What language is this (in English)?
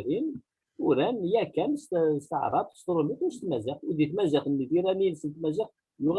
Kabyle